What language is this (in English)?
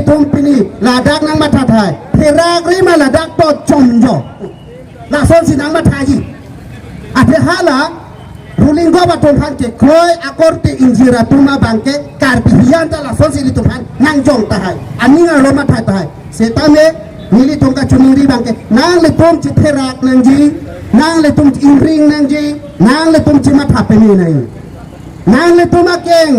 Karbi